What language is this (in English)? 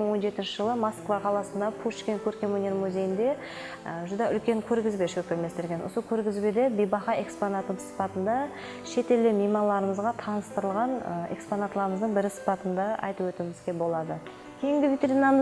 Kara-Kalpak